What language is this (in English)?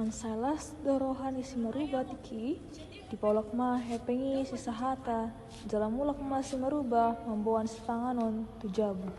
Batak Toba